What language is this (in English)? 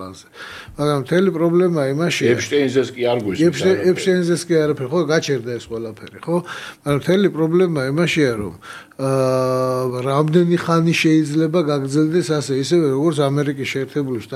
Georgian